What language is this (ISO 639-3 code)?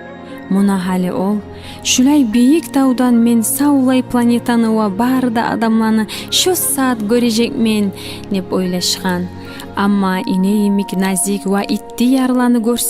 kum